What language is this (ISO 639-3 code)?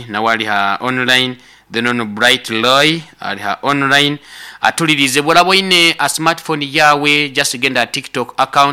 nyo